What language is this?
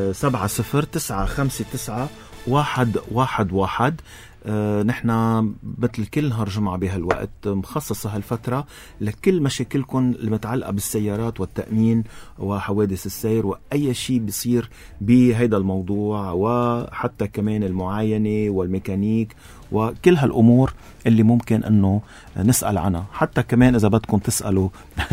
North Levantine Arabic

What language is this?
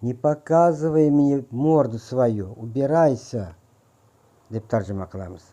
Uzbek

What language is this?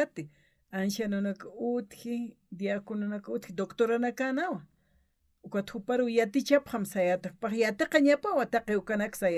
Aymara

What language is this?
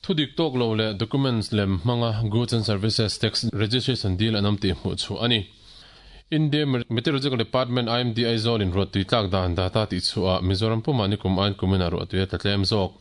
Mizo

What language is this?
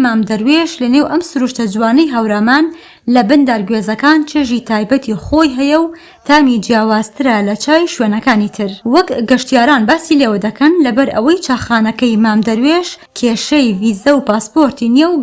Central Kurdish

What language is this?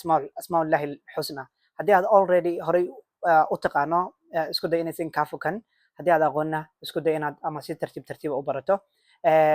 Somali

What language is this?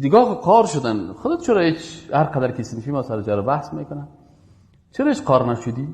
Persian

